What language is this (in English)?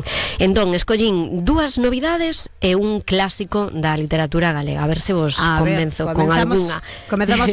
Galician